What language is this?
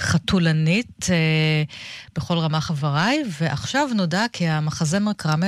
Hebrew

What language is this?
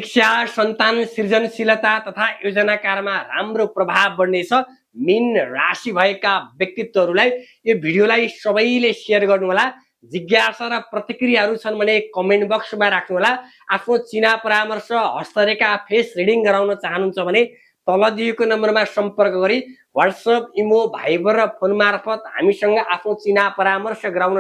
Nepali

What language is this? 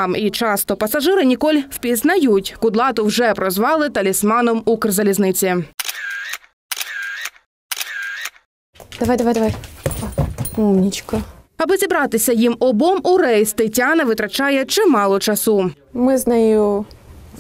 Ukrainian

